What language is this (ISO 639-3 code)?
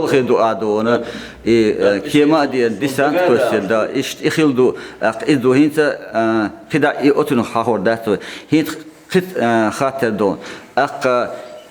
che